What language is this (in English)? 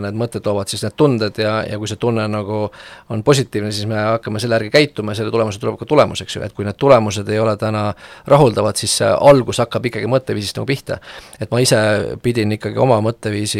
Estonian